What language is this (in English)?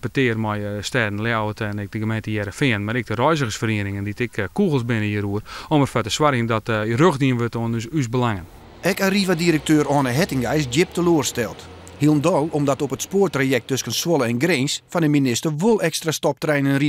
Western Frisian